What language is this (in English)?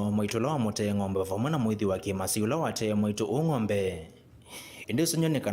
Kamba